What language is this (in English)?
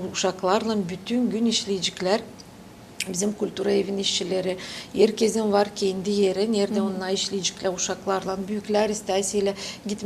Gagauz